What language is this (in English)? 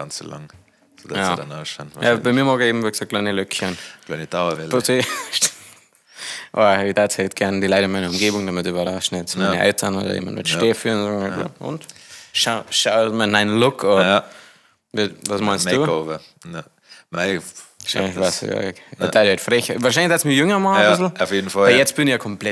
Bavarian